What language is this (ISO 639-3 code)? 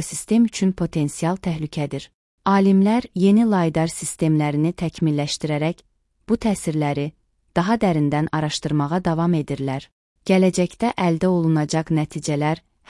aze